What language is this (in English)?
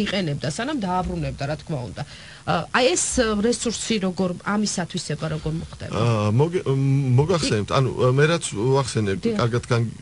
Georgian